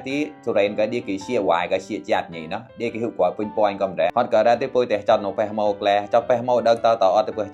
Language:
Mon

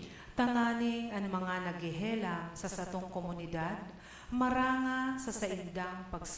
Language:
Bikol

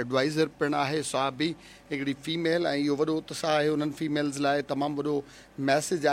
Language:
Sindhi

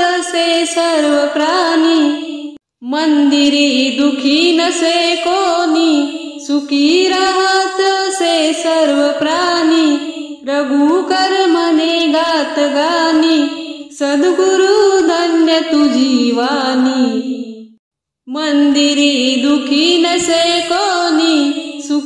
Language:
Marathi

